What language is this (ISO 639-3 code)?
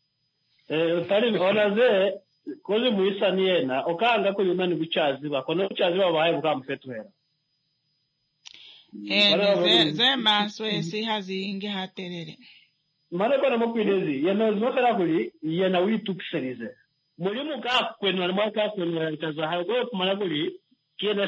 swa